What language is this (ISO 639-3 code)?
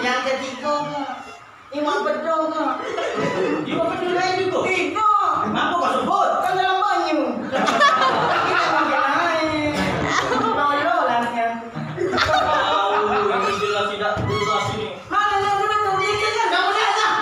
mui